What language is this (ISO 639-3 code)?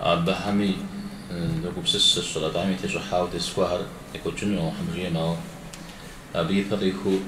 kbd